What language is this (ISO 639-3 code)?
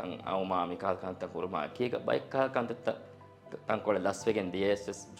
div